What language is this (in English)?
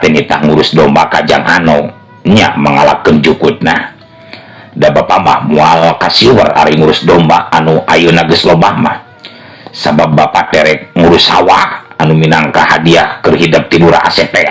Sundanese